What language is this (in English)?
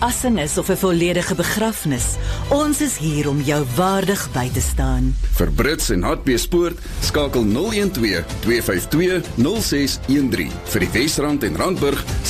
Afrikaans